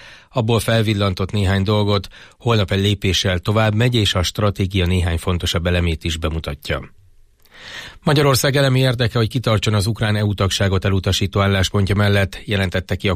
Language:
Hungarian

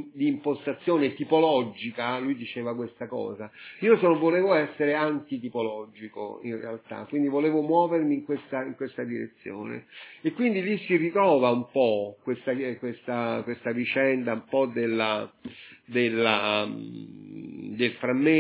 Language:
Italian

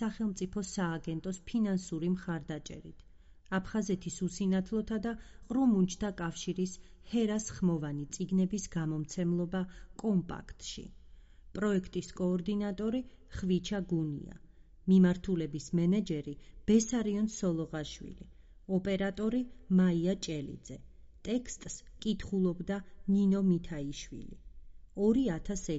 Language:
Georgian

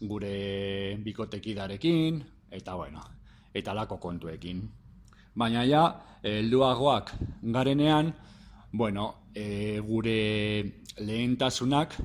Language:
Basque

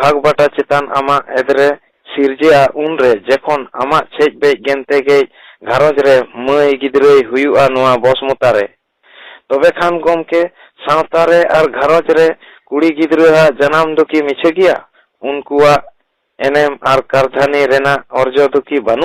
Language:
Santali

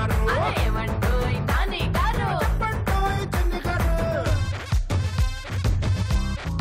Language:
Telugu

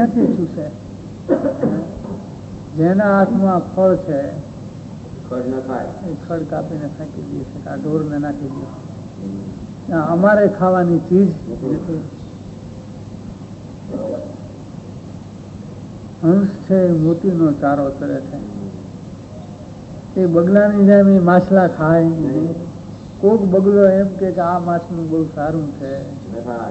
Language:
Gujarati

